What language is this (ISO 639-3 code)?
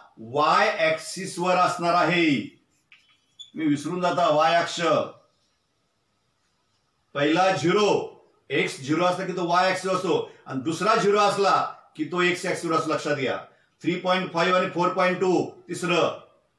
mar